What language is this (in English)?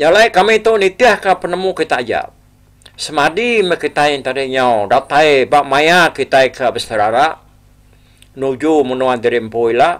Iban